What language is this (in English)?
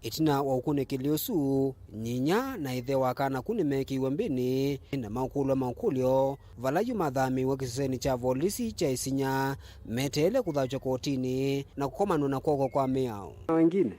Kamba